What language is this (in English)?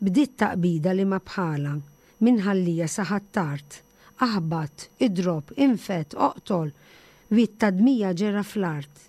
Maltese